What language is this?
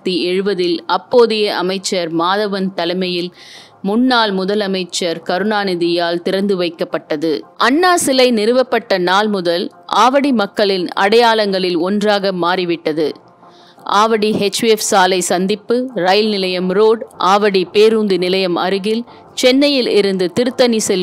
Tamil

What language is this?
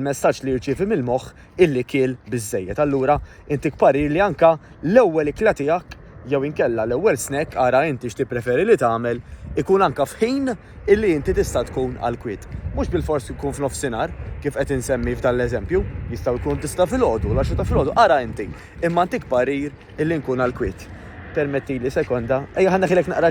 Maltese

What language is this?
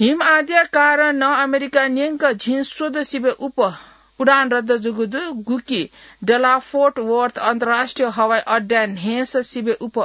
Newari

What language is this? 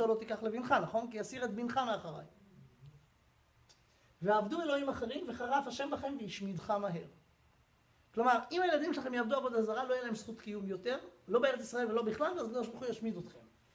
Hebrew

